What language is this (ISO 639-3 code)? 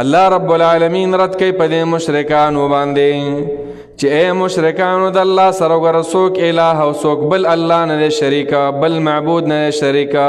pus